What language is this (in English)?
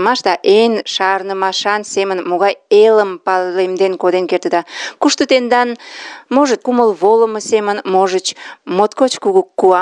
Mari